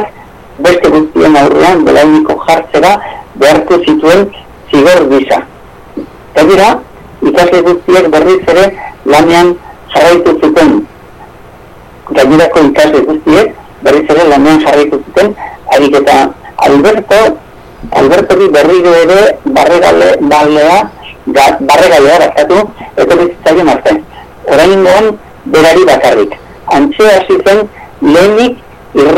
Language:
Basque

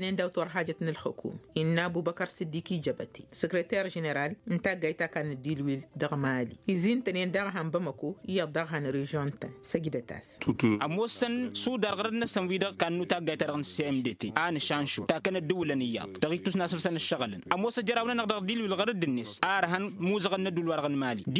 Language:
Tamasheq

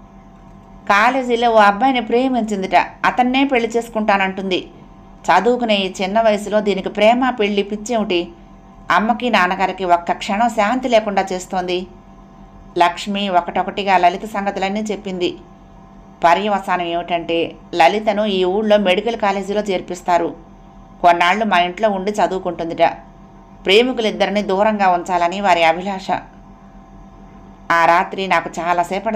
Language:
Telugu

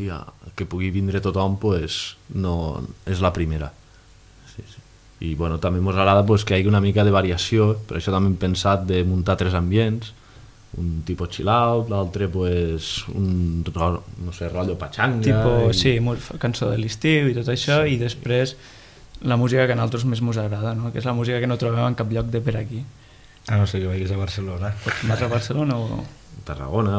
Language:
Catalan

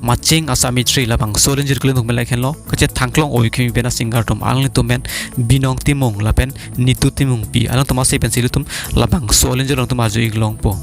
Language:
Karbi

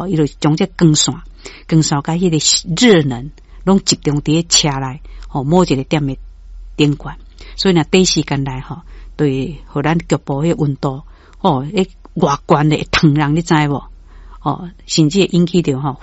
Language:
Min Nan Chinese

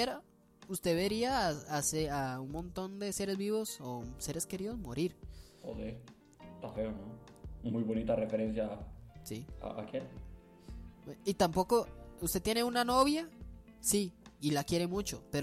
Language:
Spanish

